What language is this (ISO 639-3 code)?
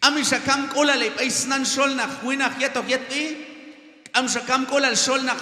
kjb